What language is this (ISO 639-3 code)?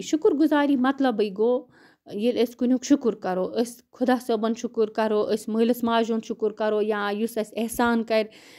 kas